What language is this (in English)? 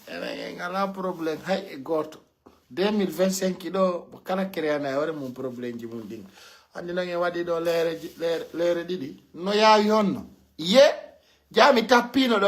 Pular